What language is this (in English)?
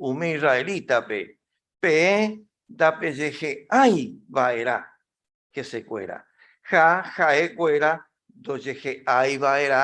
Guarani